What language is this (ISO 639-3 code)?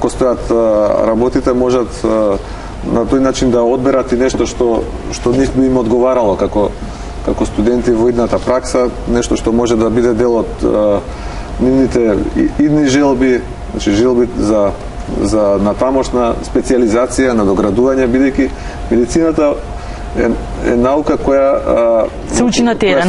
mkd